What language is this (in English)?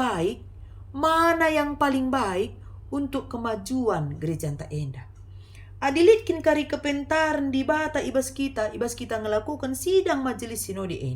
Batak Karo